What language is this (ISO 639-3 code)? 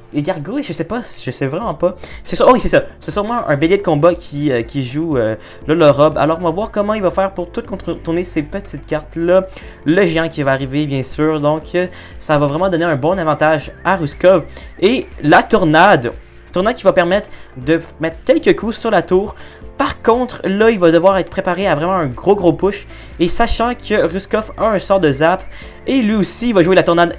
fra